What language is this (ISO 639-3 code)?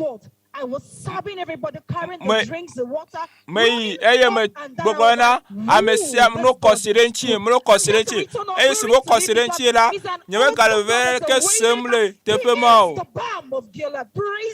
ewe